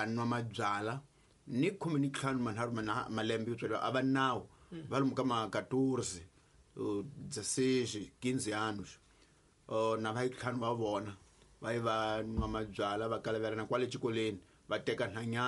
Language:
Tsonga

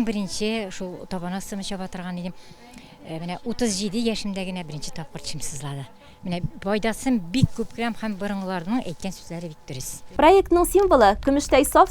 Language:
Tatar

